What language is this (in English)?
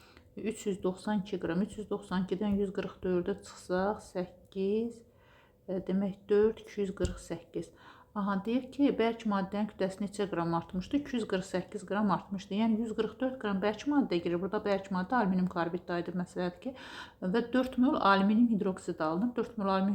Azerbaijani